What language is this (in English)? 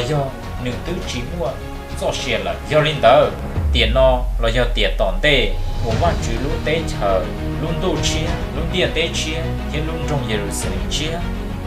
Hmong